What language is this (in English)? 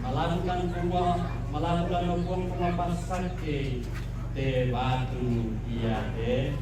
Toraja-Sa'dan